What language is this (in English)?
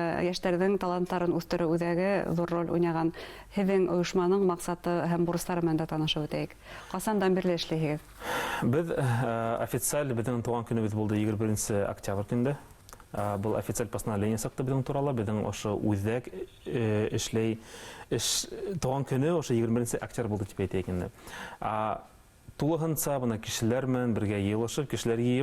Bashkir